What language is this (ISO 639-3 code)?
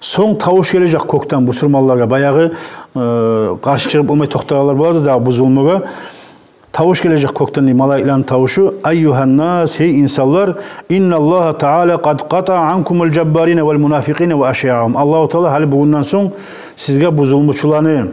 kum